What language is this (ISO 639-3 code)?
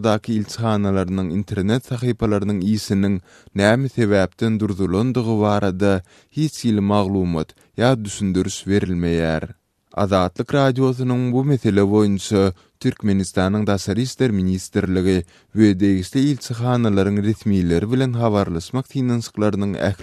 tuk